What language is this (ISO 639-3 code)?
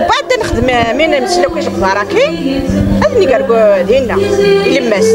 kab